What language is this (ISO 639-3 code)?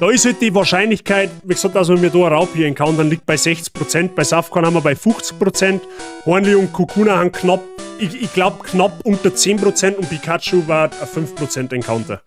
bar